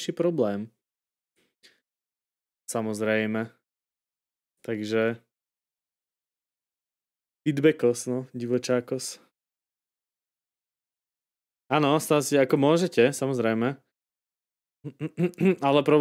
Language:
Slovak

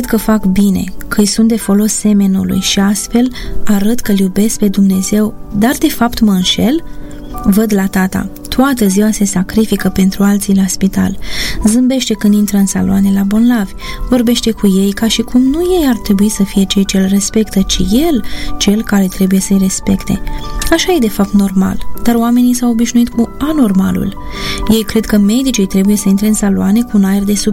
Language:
Romanian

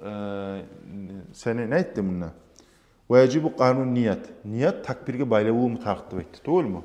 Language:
Kumyk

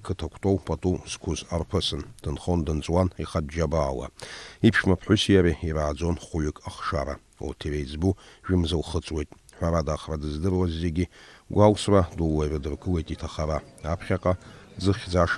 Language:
Abkhazian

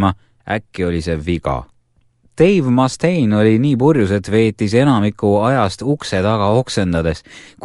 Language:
Estonian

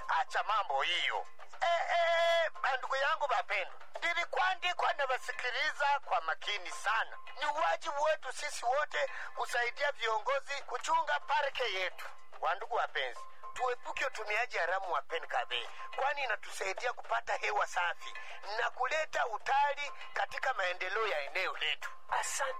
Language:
Swahili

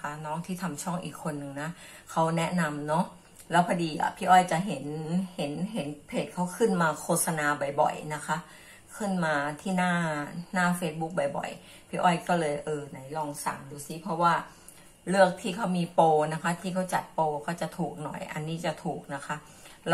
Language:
Thai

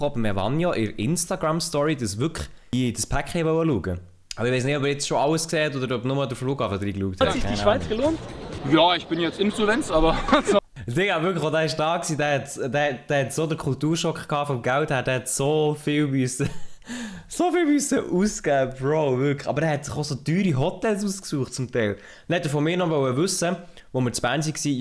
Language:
Swiss German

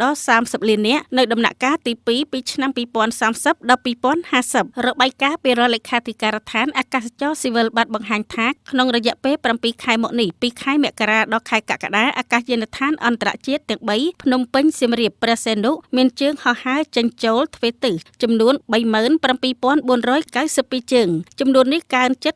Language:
Khmer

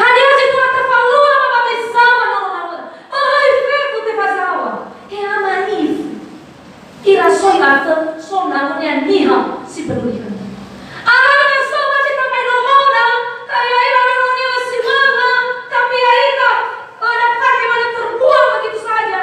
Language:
Nias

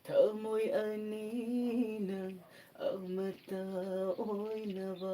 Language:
Manipuri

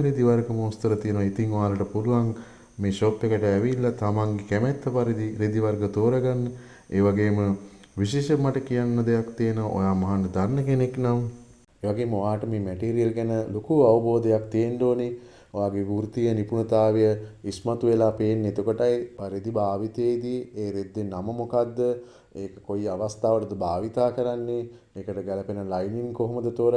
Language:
Sinhala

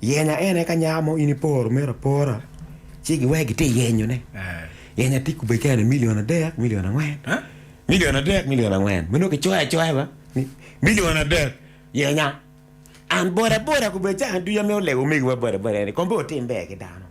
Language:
Acoli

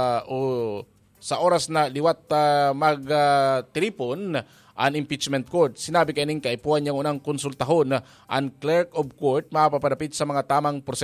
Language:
Bikol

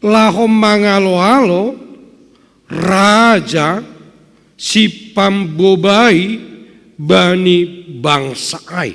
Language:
Batak Simalungun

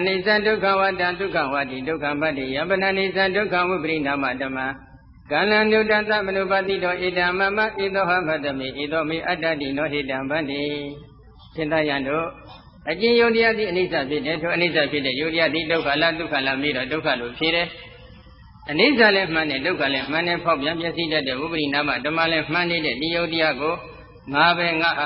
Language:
Burmese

